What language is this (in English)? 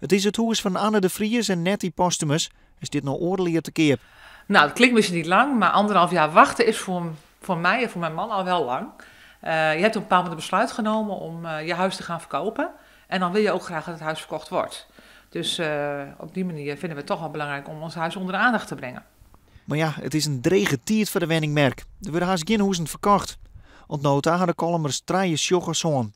Western Frisian